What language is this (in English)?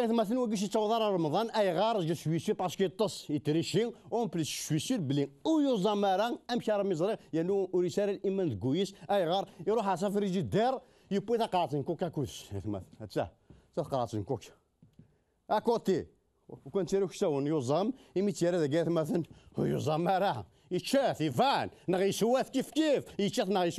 Kabyle